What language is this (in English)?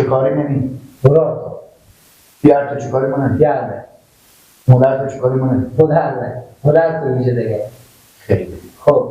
Persian